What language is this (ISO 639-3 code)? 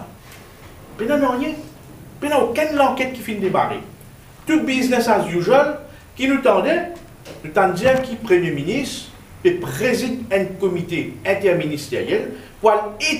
mfe